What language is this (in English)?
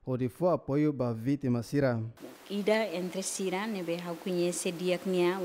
Tetum